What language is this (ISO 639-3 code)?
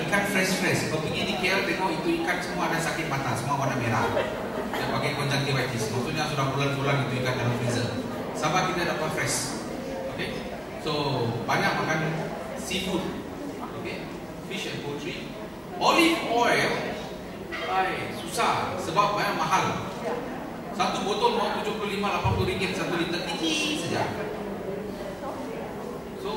msa